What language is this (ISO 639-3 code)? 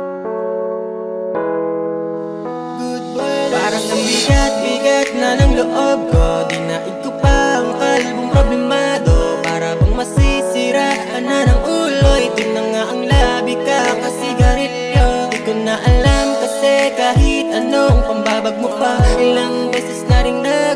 fil